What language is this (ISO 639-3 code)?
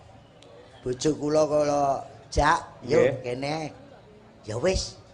jav